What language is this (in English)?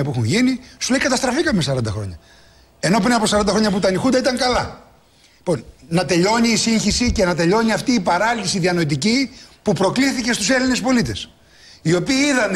Greek